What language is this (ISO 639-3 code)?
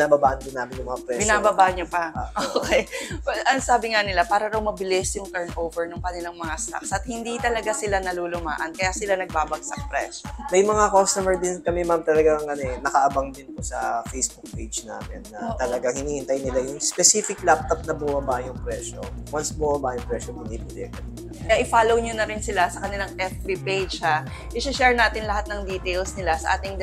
fil